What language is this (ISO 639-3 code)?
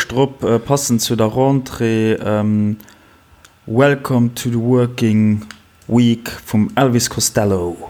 ltz